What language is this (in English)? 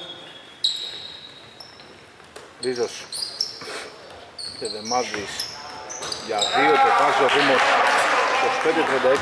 Greek